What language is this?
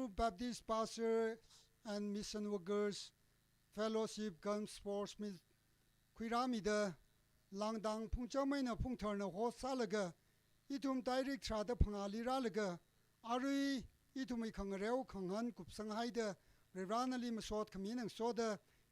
Tangkhul Naga (India)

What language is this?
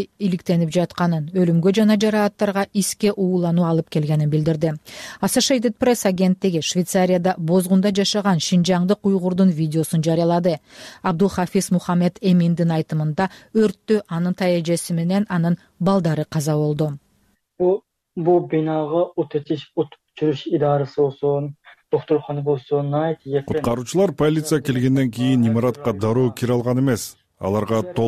Kyrgyz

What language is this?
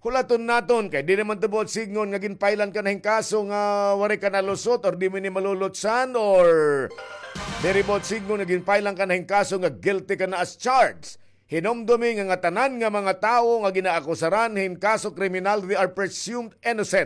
Waray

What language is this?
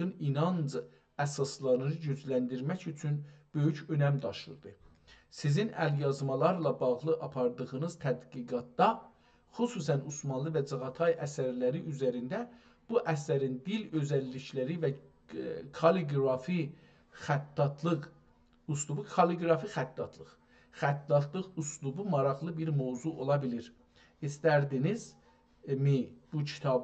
South Azerbaijani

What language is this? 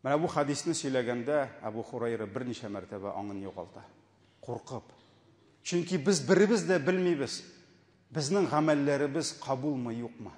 Tatar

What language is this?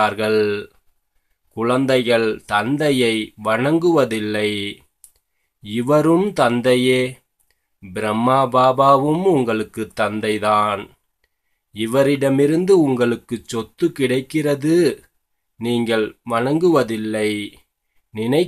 Tamil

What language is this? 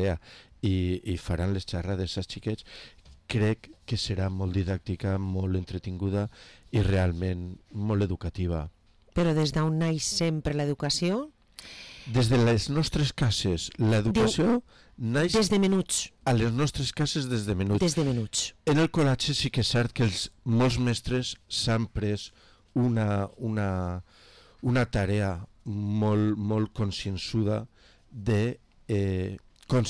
Catalan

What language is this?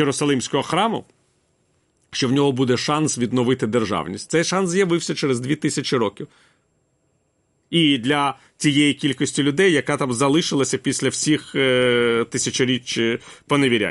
Ukrainian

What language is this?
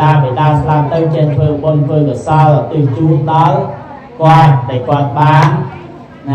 Khmer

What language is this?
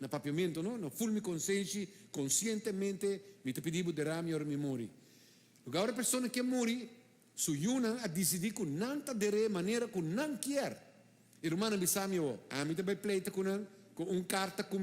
Papiamento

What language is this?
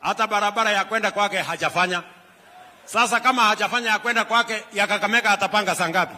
Swahili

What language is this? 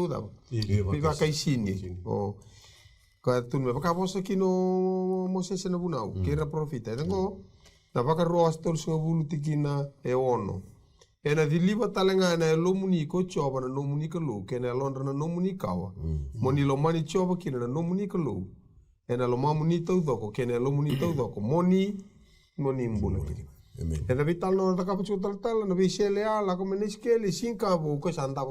Fijian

